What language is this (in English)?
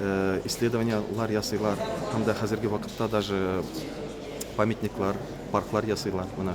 Tatar